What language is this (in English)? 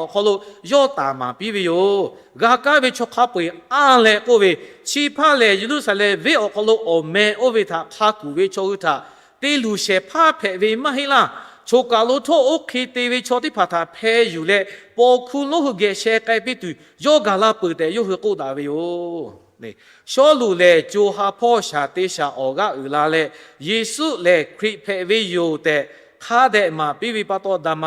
Lahu